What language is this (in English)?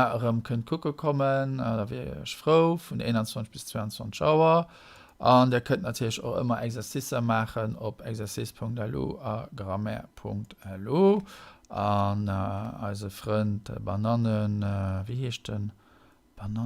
Luxembourgish